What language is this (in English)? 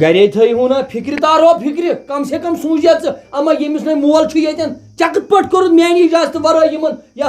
Kashmiri